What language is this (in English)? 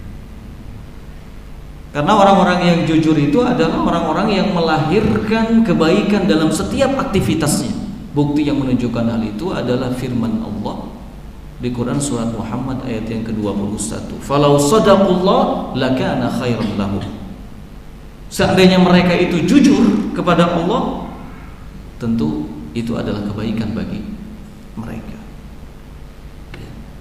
Indonesian